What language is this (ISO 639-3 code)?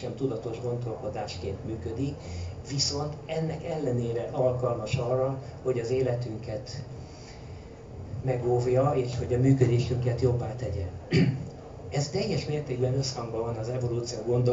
hun